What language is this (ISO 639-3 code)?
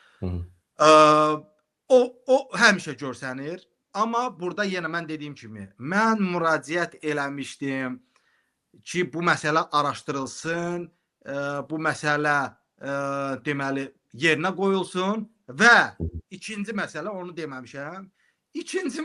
aze